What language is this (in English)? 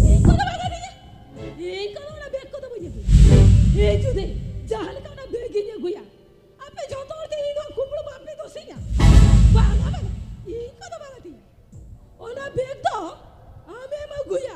Santali